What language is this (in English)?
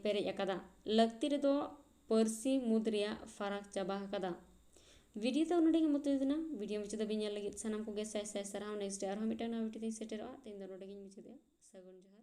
Santali